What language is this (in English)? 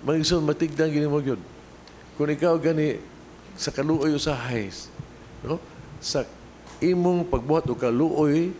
Cebuano